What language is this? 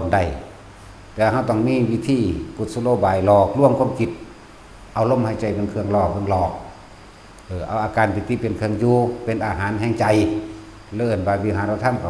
Northeastern Thai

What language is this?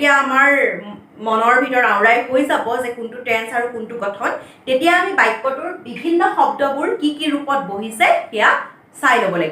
Assamese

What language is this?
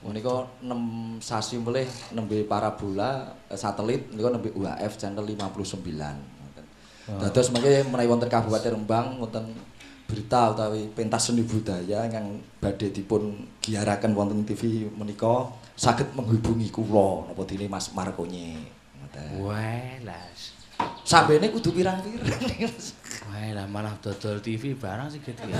Javanese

